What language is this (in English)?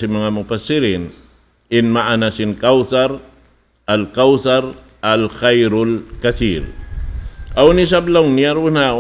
Tausug